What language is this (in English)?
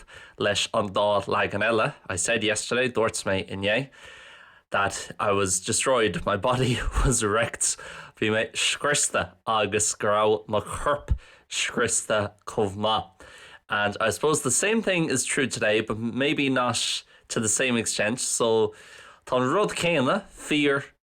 Irish